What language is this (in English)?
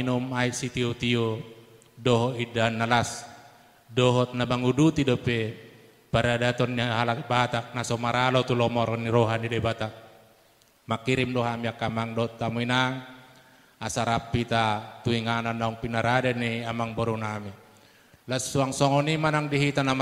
Batak Toba